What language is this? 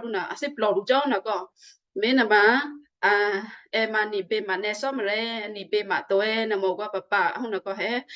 Western Kayah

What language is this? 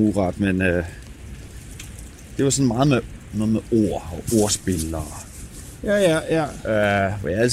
Danish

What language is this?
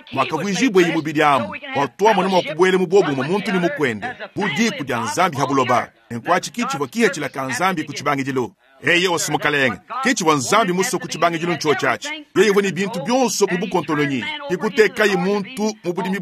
Luba-Lulua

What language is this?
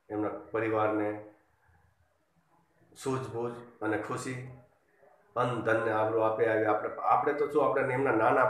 Gujarati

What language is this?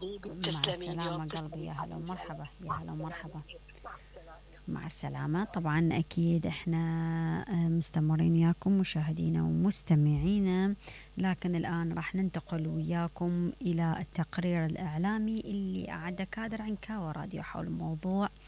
Mesopotamian Arabic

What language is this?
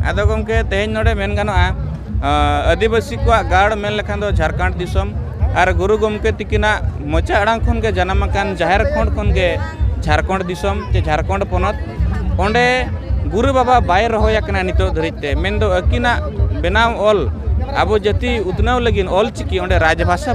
Santali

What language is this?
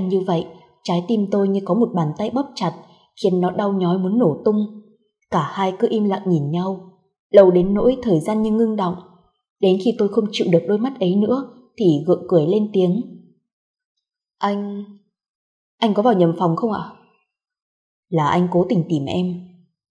Vietnamese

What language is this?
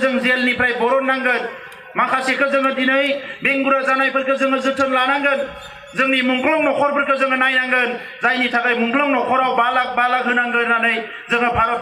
Bodo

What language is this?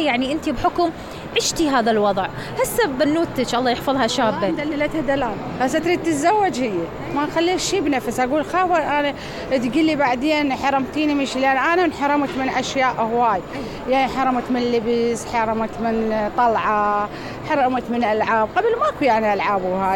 Mesopotamian Arabic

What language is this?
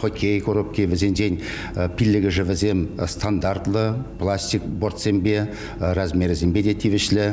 Chuvash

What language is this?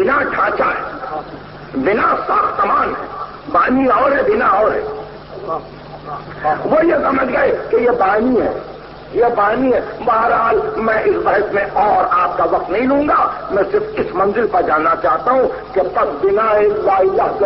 Urdu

